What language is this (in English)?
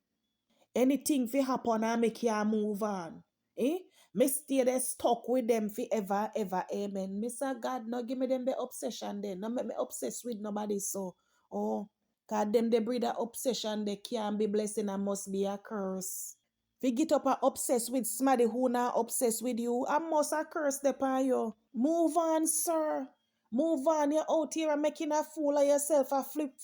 Jamaican Creole English